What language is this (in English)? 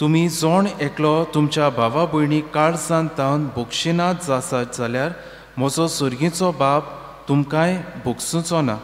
Konkani